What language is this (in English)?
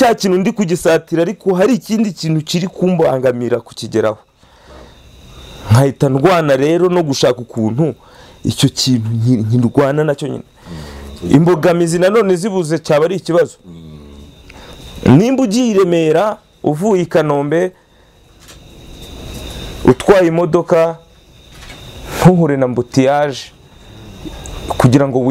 Kinyarwanda